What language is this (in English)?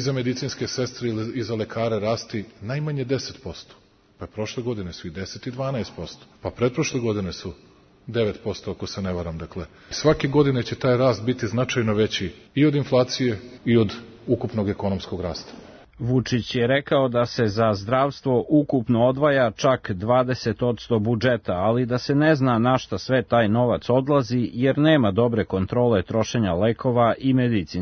Serbian